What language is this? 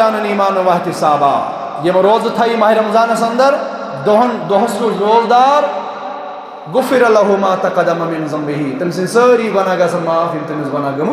Kashmiri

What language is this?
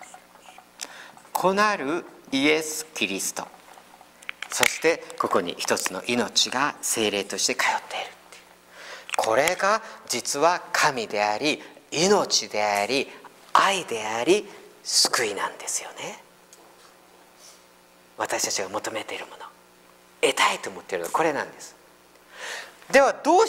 Japanese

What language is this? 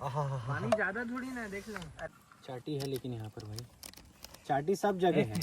Chhattisgarhi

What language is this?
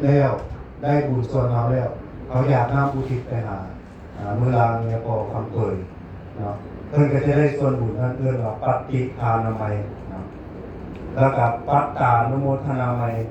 Lao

